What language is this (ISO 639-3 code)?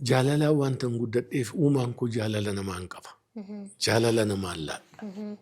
orm